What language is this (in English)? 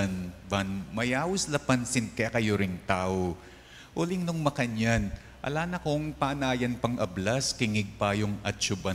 Pampanga